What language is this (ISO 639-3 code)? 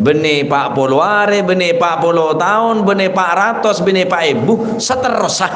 mad